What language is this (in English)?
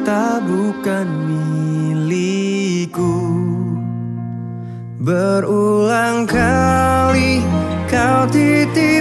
Indonesian